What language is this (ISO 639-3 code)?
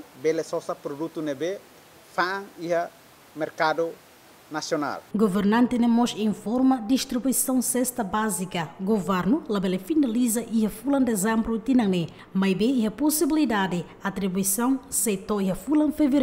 tet